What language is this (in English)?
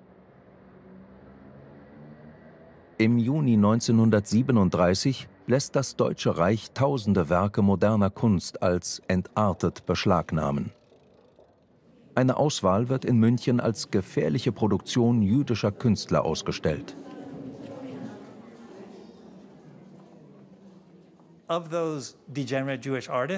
German